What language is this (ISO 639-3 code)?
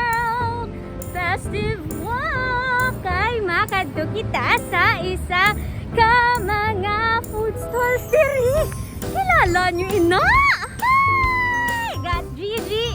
hil